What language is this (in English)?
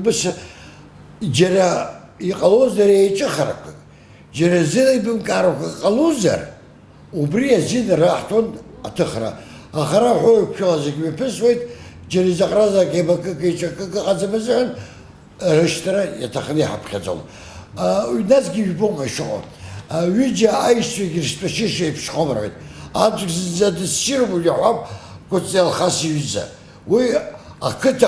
Abkhazian